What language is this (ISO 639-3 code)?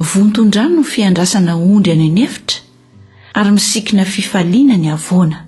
mlg